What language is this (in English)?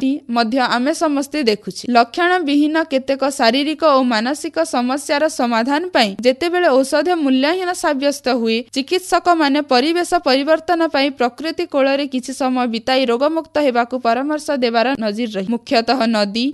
Odia